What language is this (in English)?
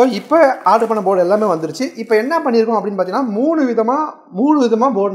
Tamil